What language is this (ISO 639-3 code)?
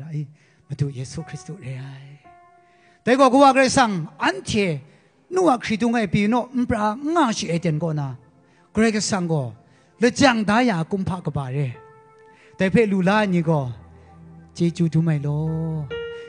kac